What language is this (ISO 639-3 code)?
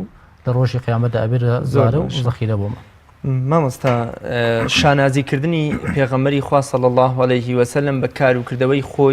ckb